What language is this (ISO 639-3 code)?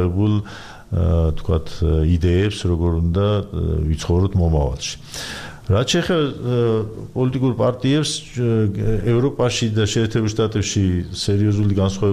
kat